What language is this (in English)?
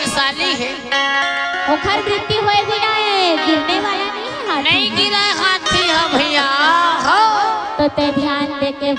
Chhattisgarhi